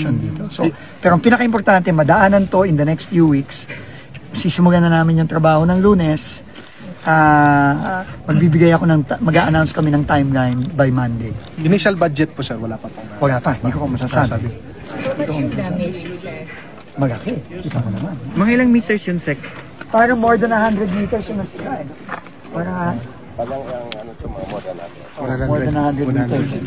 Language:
Filipino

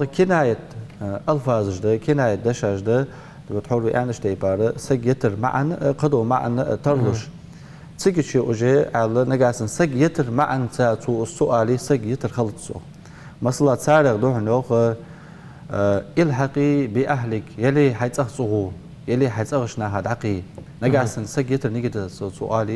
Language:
Ingush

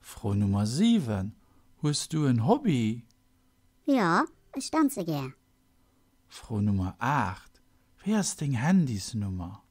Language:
Luxembourgish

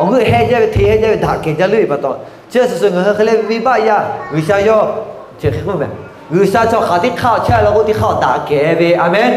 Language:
Lahu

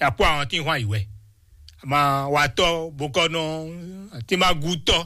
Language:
Fon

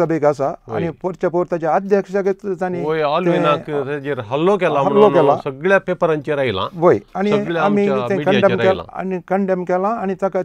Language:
Konkani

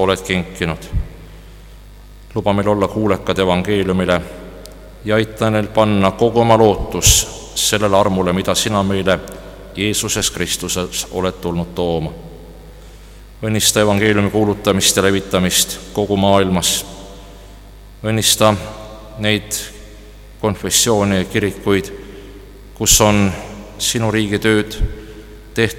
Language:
Estonian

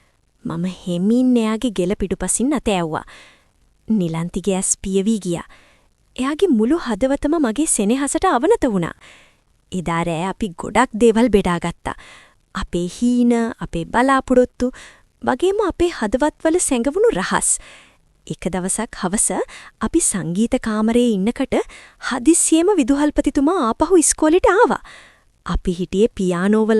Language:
Sinhala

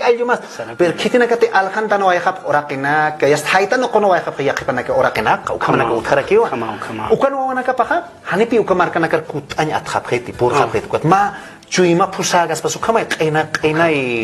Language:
Aymara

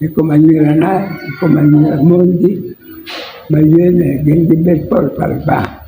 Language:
Acoli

